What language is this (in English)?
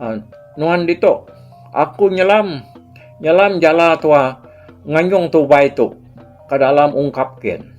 Iban